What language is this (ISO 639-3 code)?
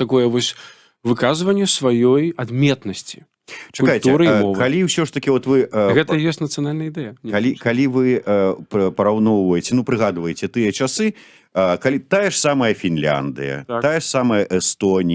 bel